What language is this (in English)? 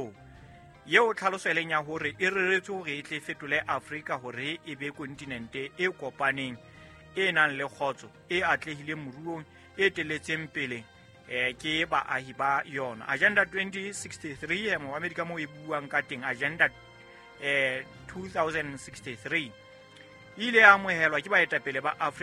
Southern Sotho